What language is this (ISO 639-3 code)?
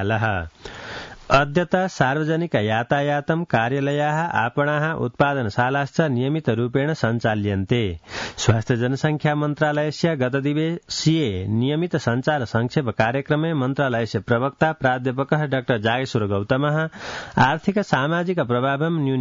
san